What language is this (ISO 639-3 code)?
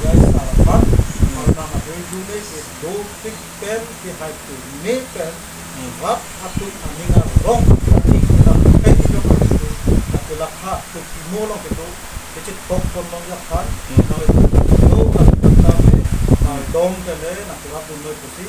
mjw